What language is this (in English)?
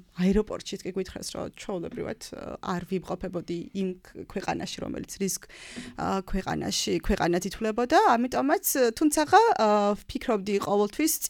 Georgian